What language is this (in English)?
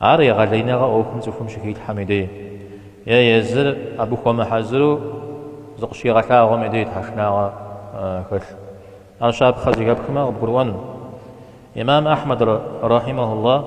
Kabardian